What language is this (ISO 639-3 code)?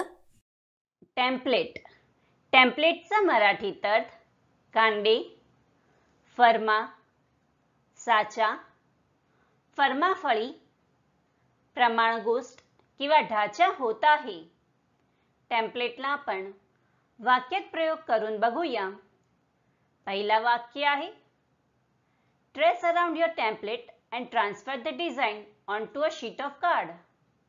mar